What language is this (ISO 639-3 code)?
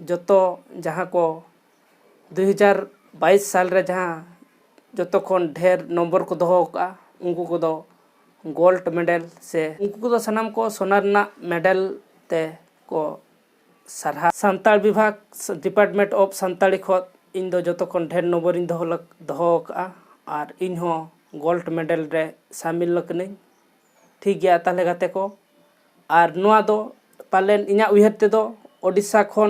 sat